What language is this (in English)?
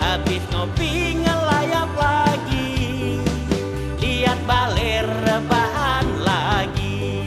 Betawi